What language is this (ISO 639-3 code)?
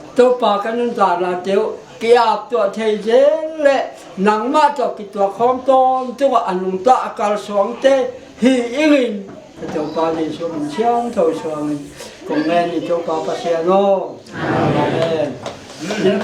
pck